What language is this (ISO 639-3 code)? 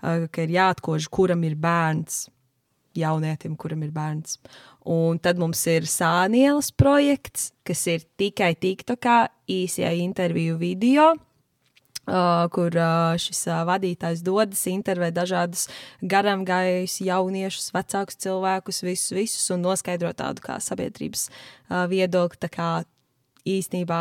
lav